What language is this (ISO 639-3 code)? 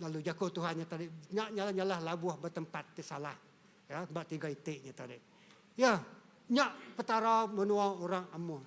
iba